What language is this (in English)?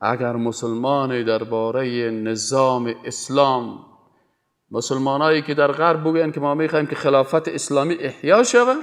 Persian